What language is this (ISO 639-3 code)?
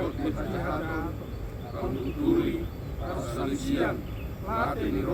bbc